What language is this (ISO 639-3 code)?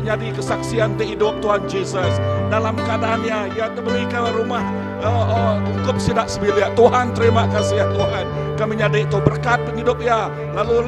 iba